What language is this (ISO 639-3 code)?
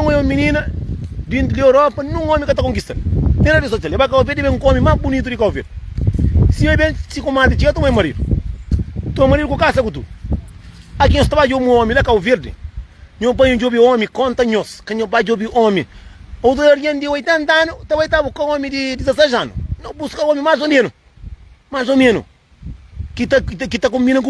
kea